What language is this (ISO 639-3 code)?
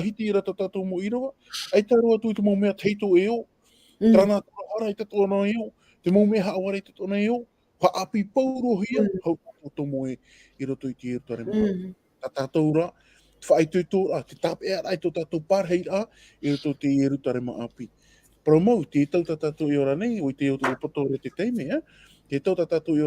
tah